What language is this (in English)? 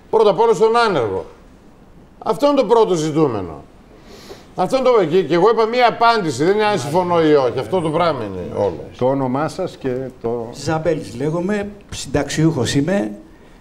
Greek